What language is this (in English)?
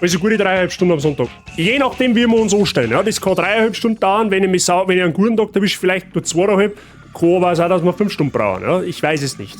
Bavarian